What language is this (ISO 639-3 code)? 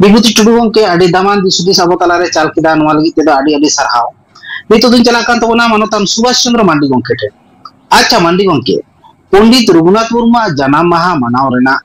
sat